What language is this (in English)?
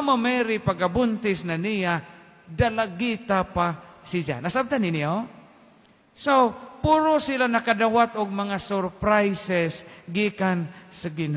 Cebuano